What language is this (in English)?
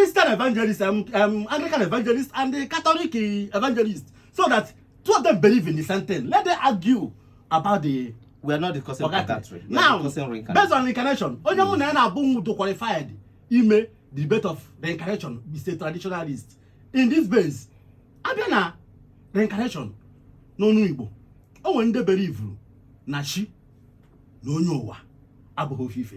Igbo